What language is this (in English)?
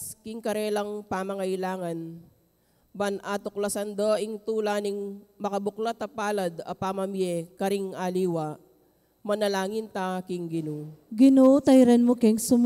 Pampanga